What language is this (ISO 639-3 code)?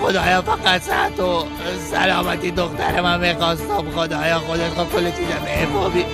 fas